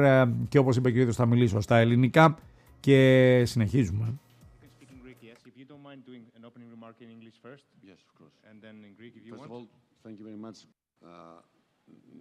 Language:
Greek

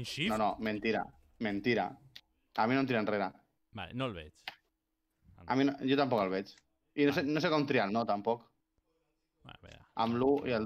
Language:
Catalan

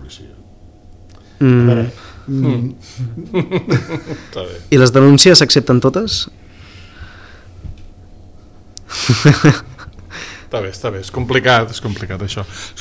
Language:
Catalan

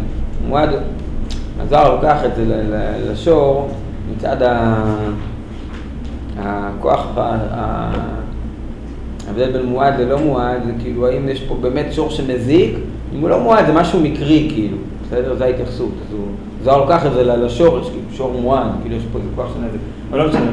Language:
Hebrew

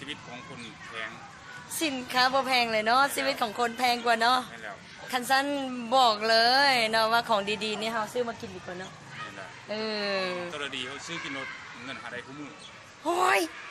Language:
Lao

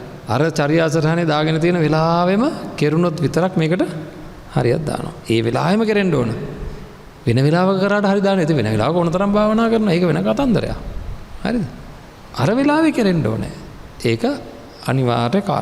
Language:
Sinhala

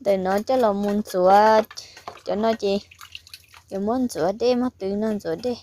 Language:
Hmong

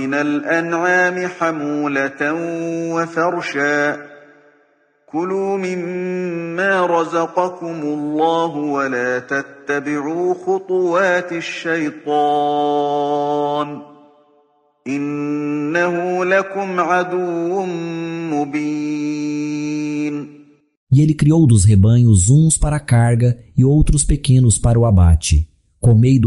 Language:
Galician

